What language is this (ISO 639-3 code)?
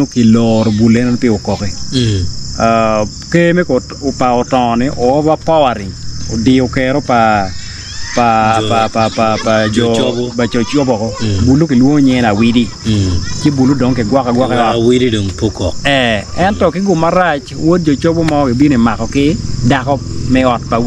ach